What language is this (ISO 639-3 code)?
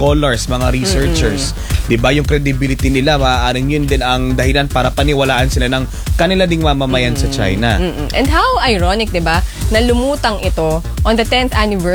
fil